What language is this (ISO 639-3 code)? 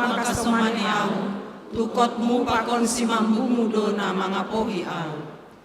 bts